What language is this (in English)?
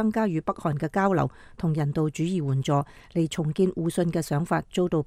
Cantonese